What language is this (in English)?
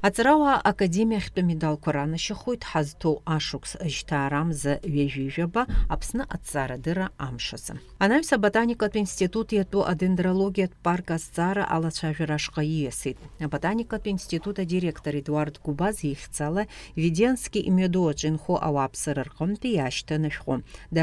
Abkhazian